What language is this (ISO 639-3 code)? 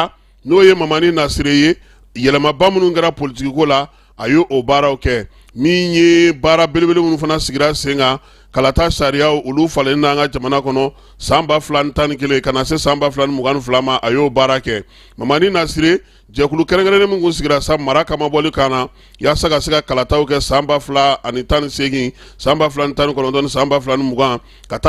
bam